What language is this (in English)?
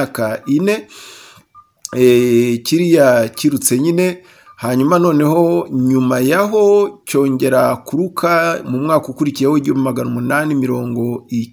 Kinyarwanda